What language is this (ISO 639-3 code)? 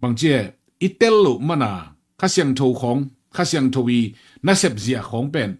ctd